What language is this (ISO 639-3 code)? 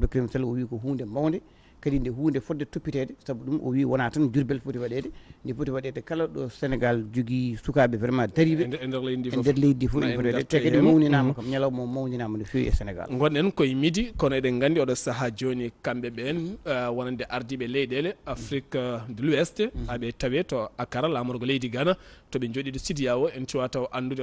ful